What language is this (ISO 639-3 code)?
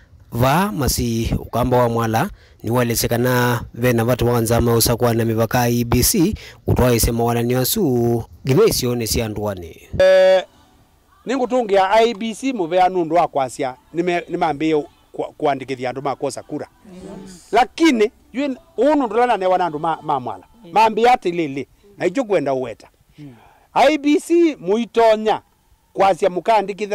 kam